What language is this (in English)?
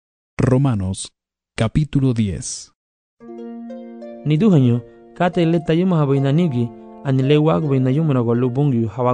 Garifuna